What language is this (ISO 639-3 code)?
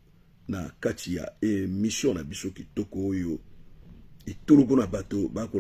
lin